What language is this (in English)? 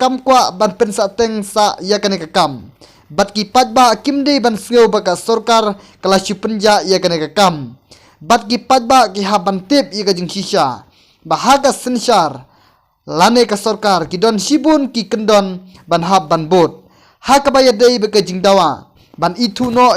Khasi